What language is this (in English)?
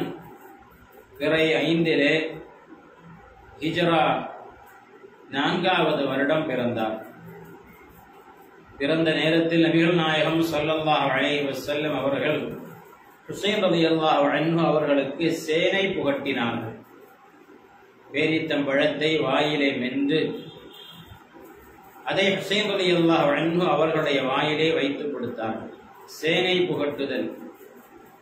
Tamil